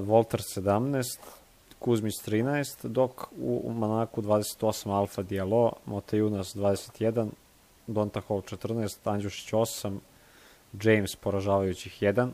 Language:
Serbian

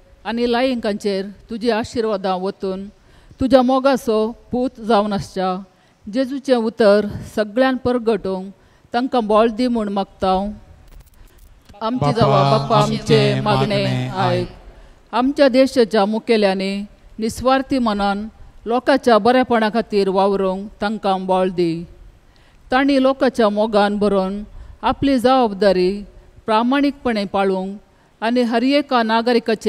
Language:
Konkani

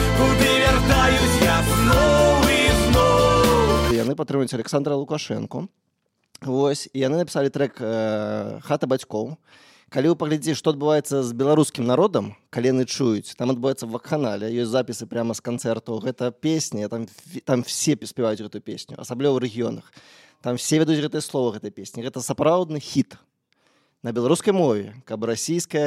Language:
Belarusian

